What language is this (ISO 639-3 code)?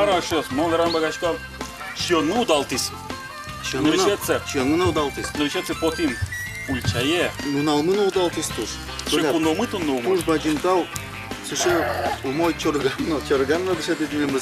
udm